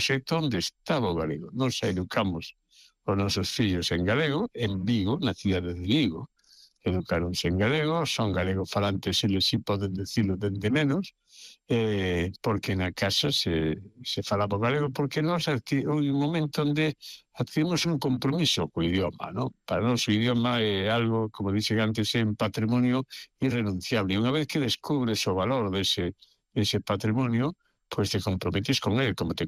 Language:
Galician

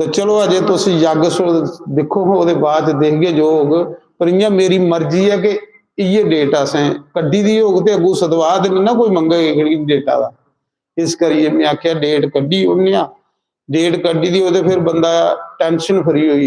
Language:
Dogri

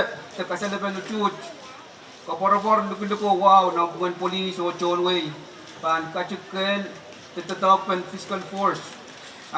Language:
Pohnpeian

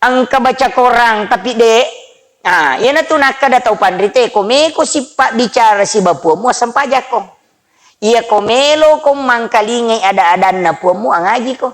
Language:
Buginese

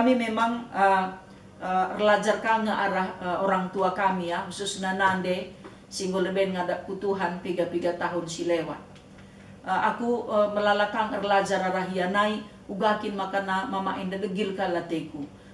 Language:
Batak Karo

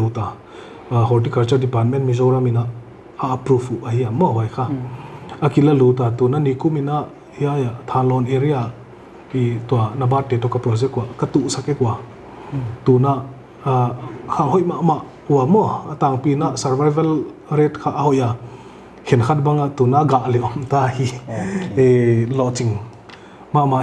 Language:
Paite Chin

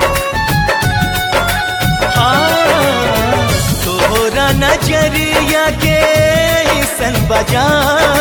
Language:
Bhojpuri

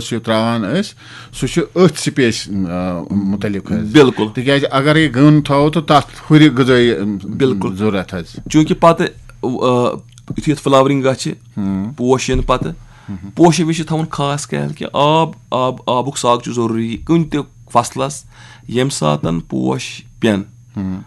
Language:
Kashmiri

